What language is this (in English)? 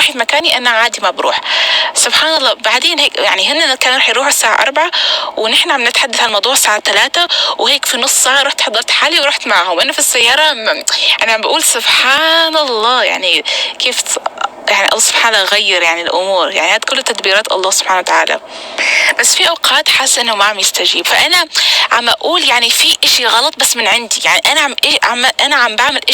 North Levantine Arabic